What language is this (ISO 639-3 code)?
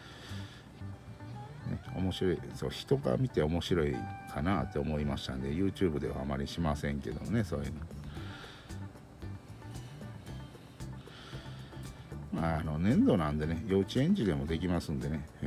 jpn